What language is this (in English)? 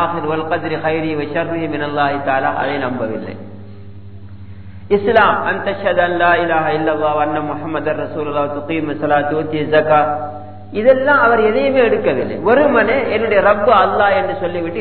Tamil